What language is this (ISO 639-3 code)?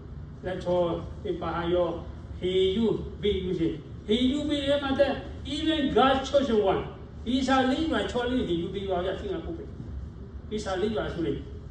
lhu